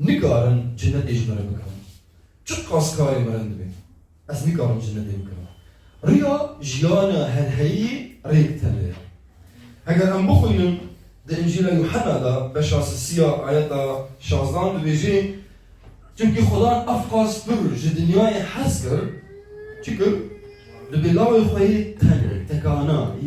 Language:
Kurdish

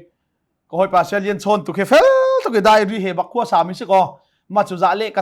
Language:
Hakha Chin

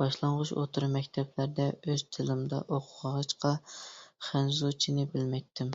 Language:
Uyghur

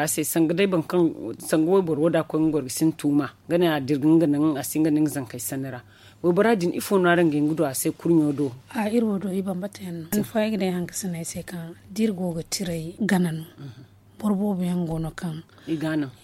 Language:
Zarma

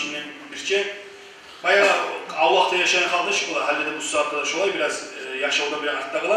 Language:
Kumyk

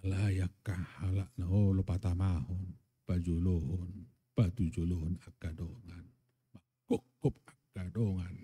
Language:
Batak Toba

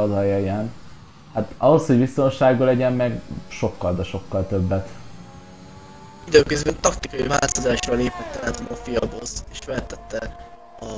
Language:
Hungarian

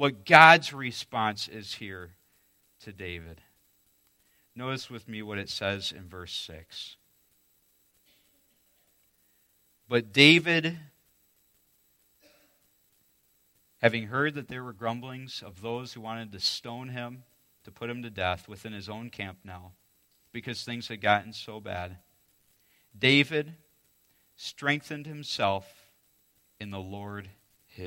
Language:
English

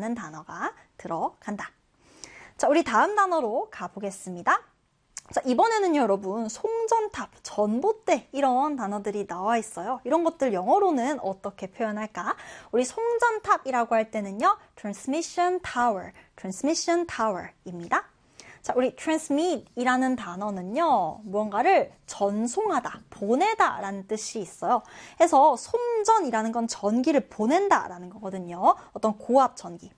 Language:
Korean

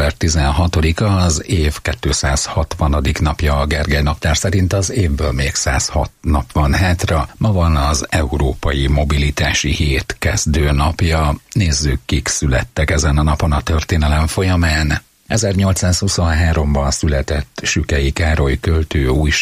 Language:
Hungarian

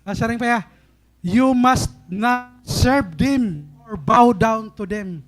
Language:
Waray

